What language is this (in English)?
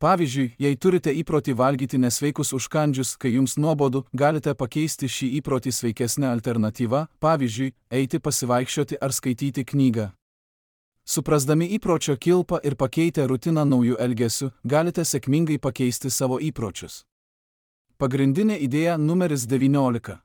Lithuanian